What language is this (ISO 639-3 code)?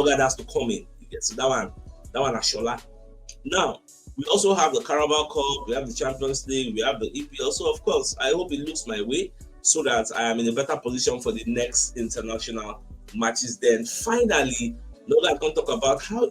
pcm